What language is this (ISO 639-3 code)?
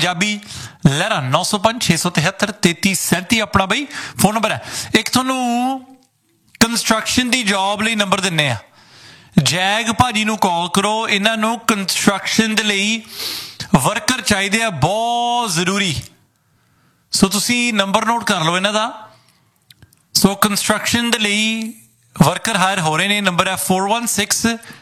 pan